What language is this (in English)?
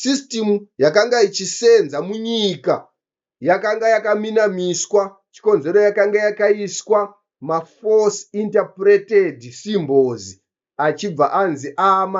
Shona